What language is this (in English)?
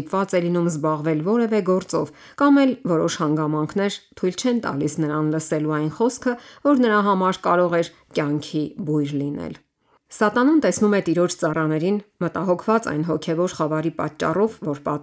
Armenian